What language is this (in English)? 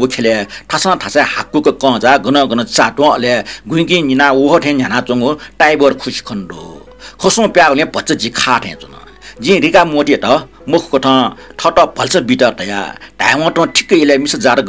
Newari